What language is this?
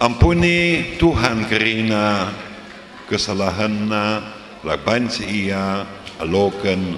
Batak Karo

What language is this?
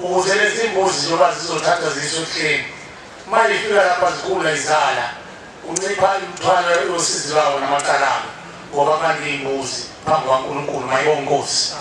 Zulu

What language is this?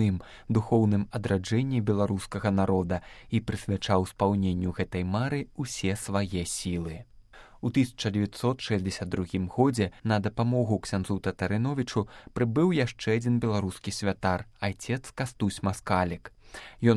Belarusian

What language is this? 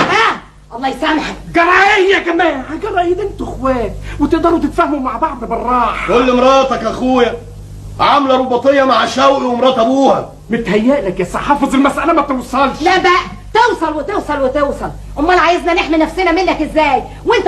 Egyptian Arabic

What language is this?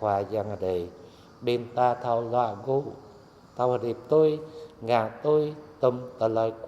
Jarai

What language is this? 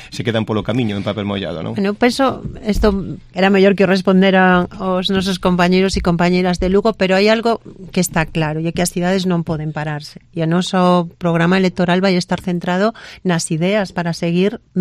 Galician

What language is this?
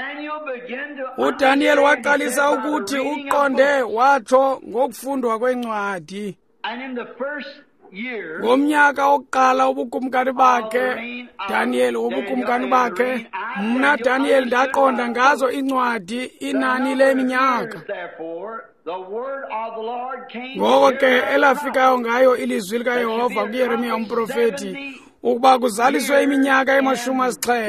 Xhosa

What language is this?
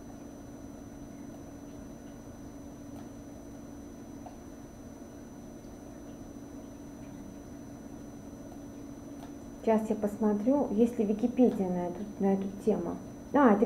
Russian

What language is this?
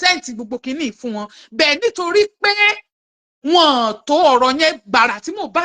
Yoruba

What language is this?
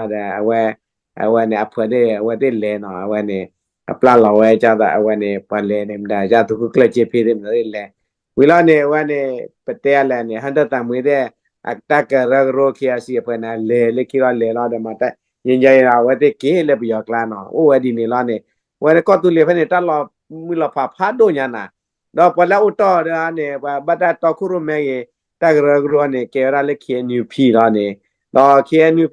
S'gaw Karen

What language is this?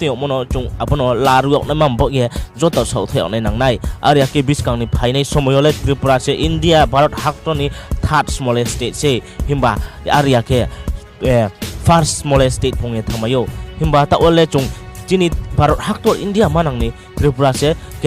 Riang (India)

